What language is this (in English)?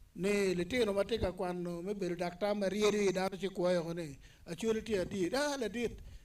Acoli